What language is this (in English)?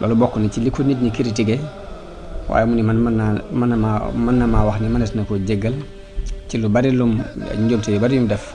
Wolof